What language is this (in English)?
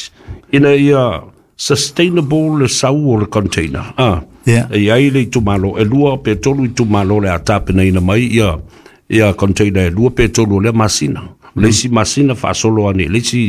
Samoan